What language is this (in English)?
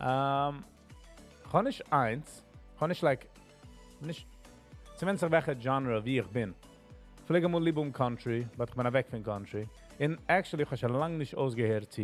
Yiddish